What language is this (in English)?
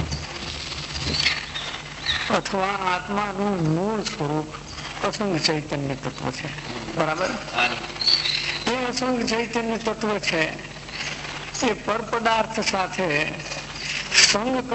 Gujarati